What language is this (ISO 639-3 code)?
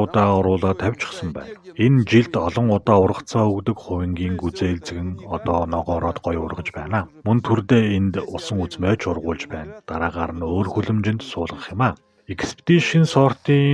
mon